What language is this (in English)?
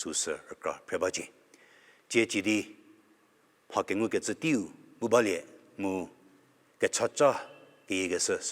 Angami Naga